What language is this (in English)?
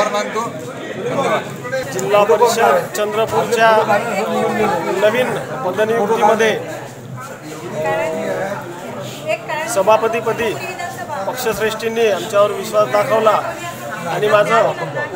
Marathi